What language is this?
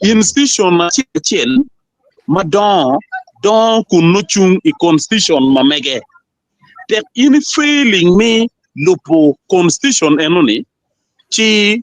Acoli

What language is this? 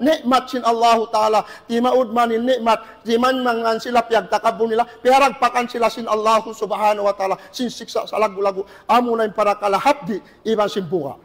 Tausug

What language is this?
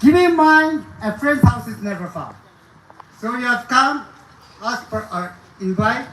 Naga Pidgin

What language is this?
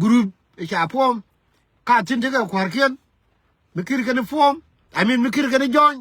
Nuer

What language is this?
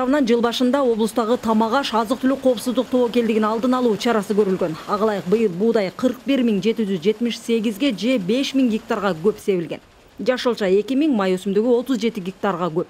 Kyrgyz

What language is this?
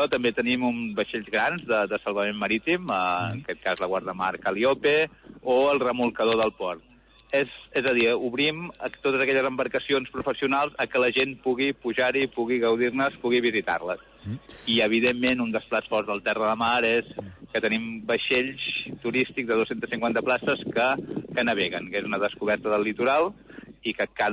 Catalan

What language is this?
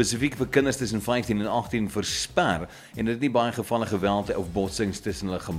Afrikaans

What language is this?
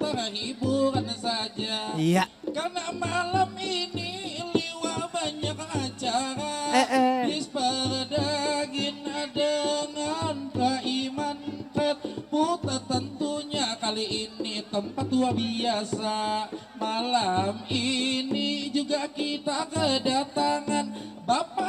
Banjar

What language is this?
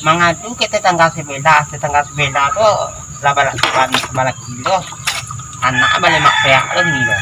Minangkabau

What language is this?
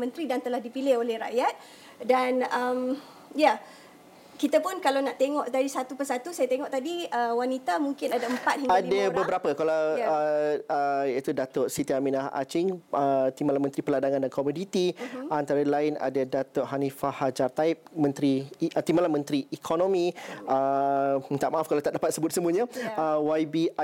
Malay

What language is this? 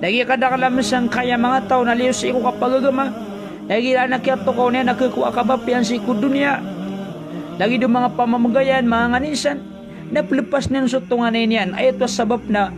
Maranao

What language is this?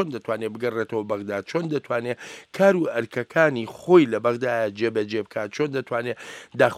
Central Kurdish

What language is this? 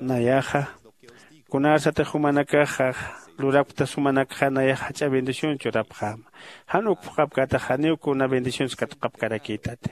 Aymara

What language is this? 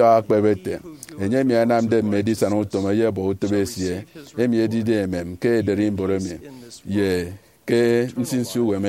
Efik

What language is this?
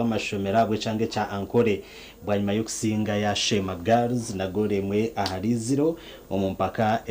Nyankole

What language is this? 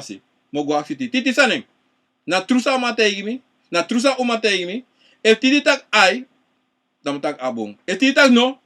Sranan Tongo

